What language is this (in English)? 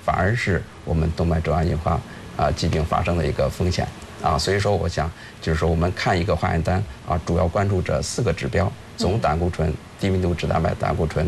Chinese